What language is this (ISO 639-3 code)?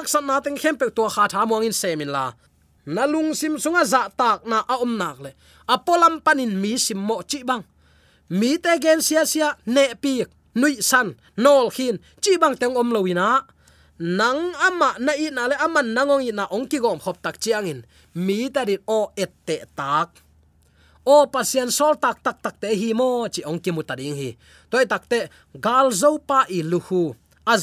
ctd